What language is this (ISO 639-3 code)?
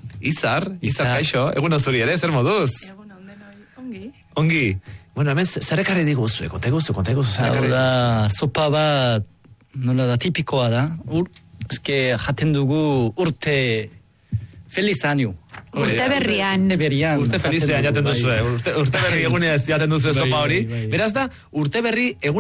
eus